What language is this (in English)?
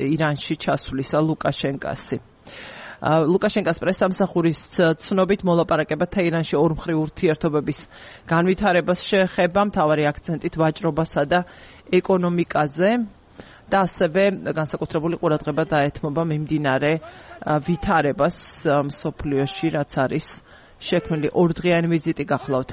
Georgian